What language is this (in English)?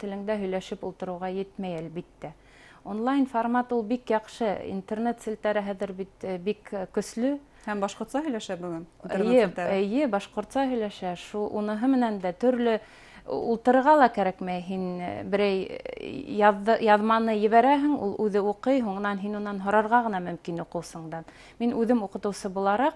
Bashkir